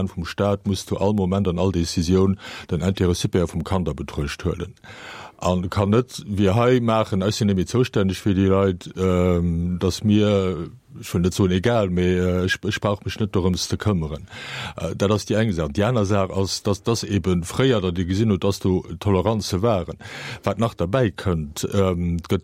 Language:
Luxembourgish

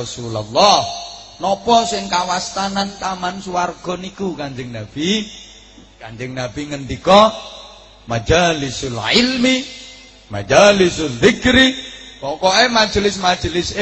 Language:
Javanese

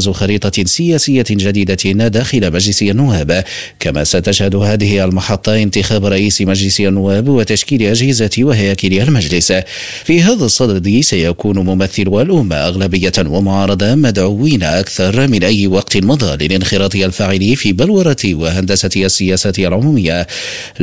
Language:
Arabic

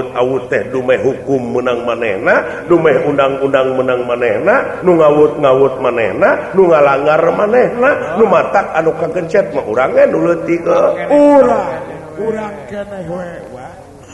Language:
Sundanese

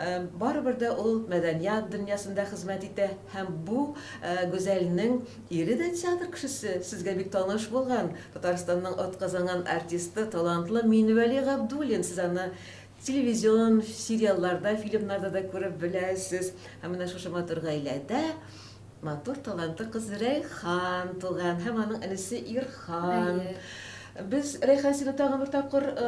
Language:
Tatar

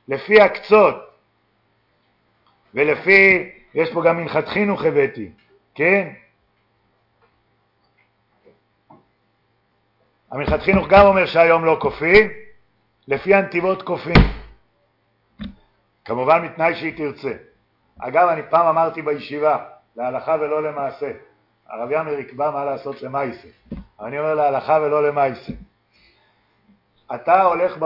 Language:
Hebrew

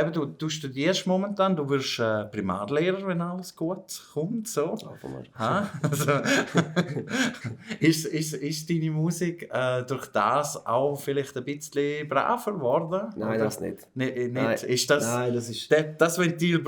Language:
Swiss German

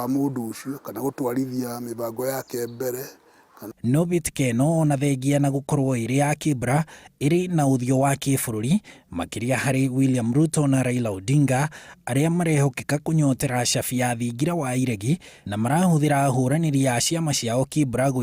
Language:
Kikuyu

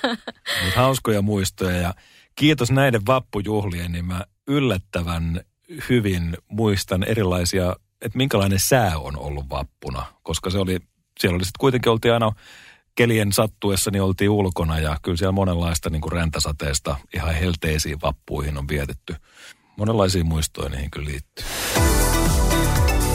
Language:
Finnish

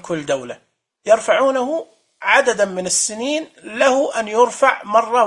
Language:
Najdi Arabic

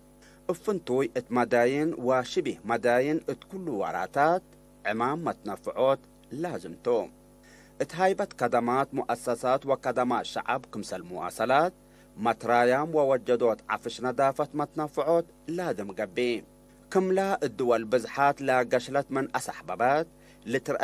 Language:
Tigre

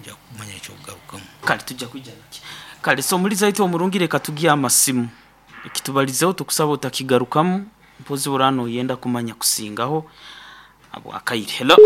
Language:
Nyoro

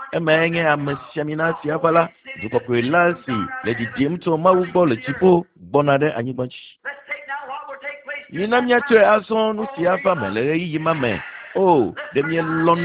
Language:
Ewe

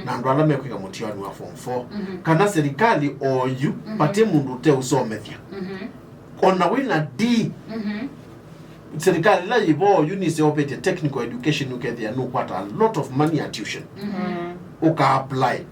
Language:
Kamba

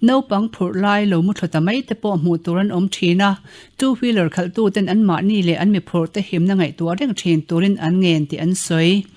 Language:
Mizo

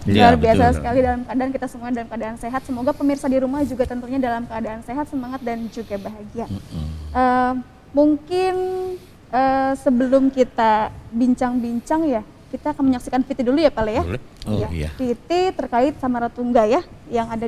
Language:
Indonesian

